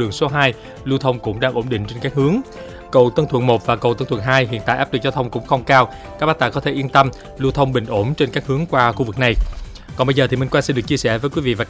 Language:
Vietnamese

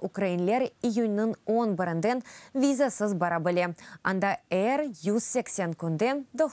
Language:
Crimean Tatar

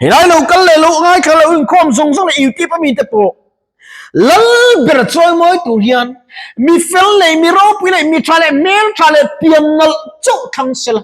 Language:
Mizo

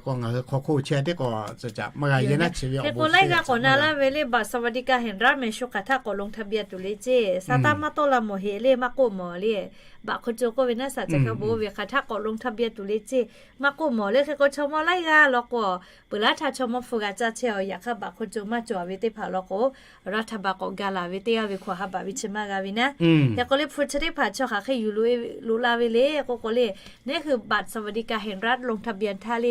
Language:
Lahu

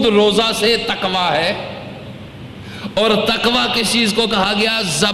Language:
Urdu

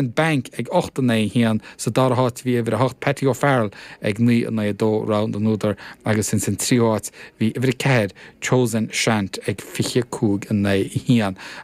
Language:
Irish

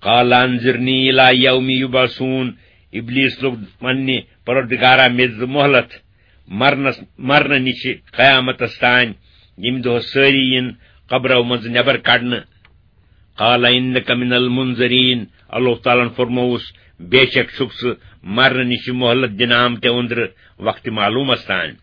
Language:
Kashmiri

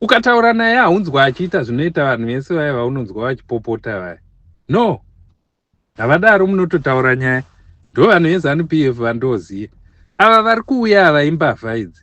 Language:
Shona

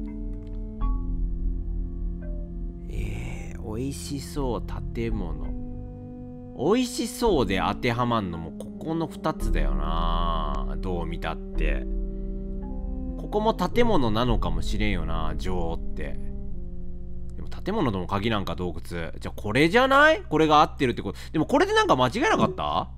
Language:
Japanese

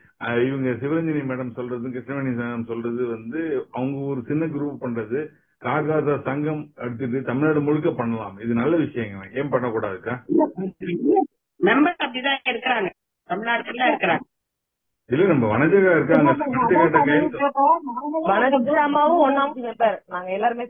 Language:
Tamil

